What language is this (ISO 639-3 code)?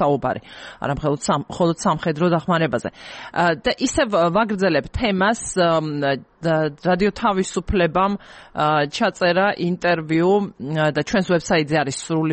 kat